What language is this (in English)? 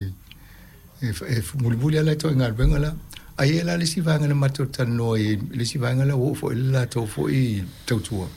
Samoan